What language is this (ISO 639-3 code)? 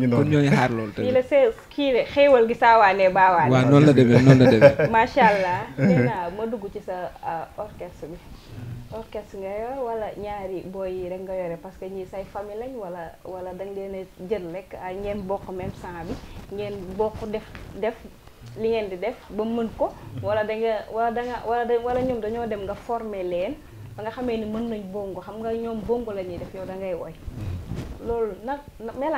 wol